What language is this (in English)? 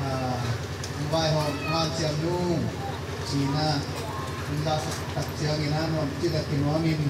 Tedim Chin